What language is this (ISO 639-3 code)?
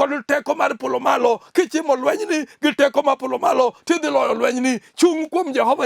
luo